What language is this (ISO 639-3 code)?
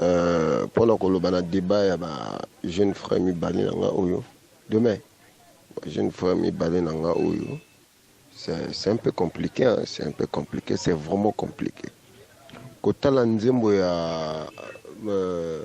lin